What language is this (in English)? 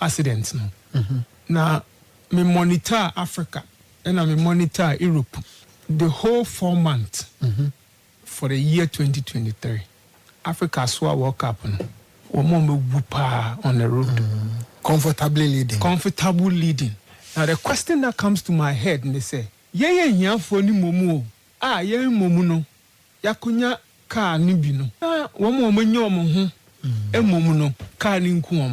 Akan